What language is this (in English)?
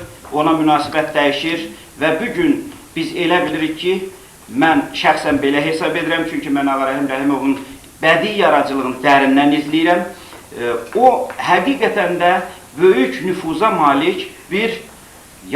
Azerbaijani